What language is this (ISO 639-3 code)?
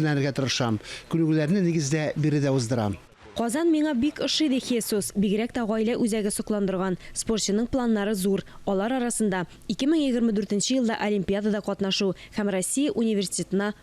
tat